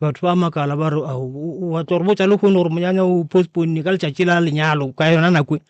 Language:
Northern Sotho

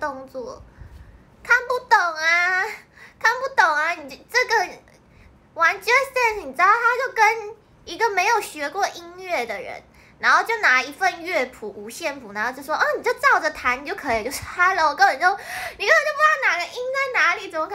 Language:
Chinese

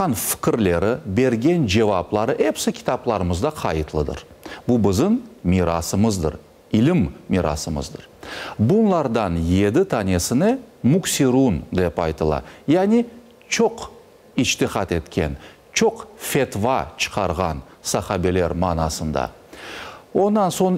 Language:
Crimean Tatar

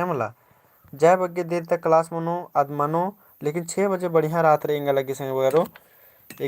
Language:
Kurukh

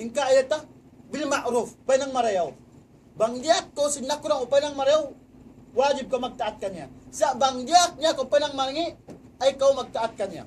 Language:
Tausug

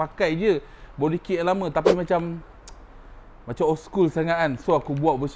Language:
Malay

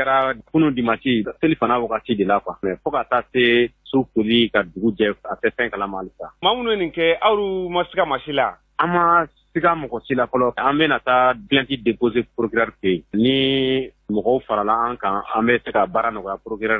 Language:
Bambara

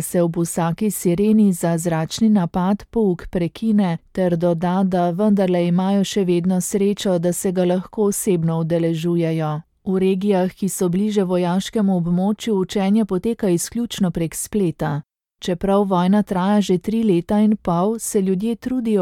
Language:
Slovenian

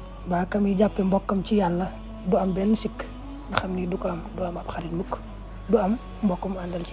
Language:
Wolof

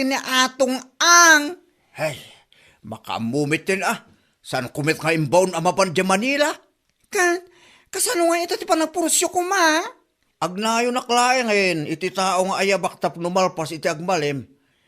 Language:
Iloko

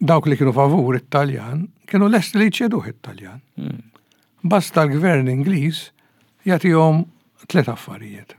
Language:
Maltese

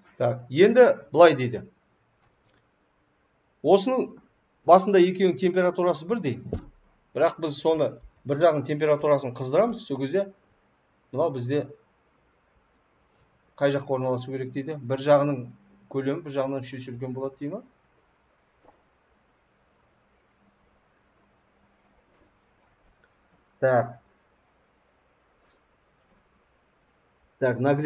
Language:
Kazakh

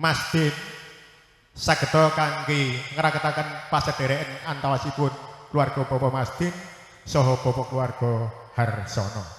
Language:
Javanese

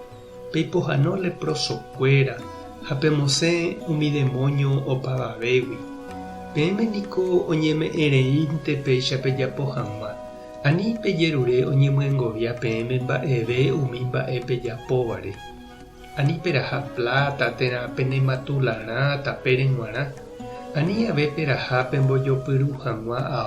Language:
Guarani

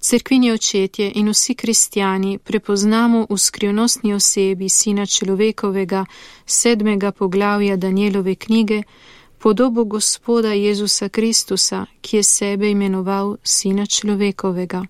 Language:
Slovenian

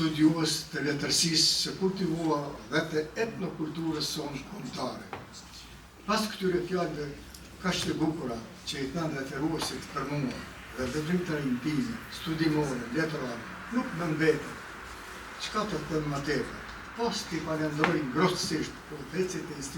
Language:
Albanian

